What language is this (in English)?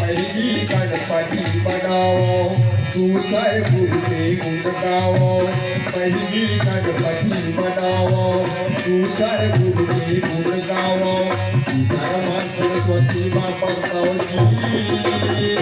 Chhattisgarhi